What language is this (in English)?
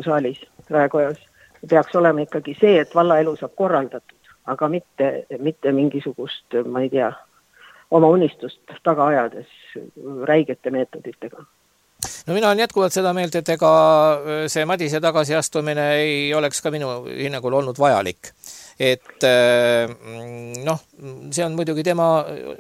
Estonian